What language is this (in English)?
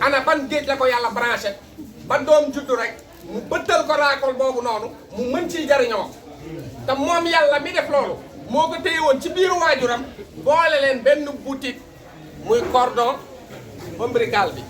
Wolof